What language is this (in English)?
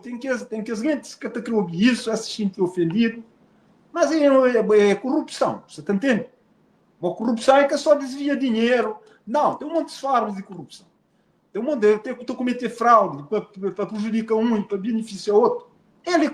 Kabuverdianu